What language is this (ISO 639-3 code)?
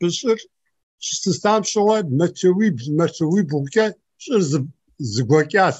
kbd